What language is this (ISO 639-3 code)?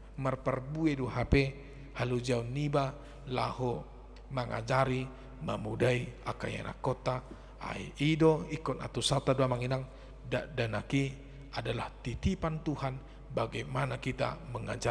bbc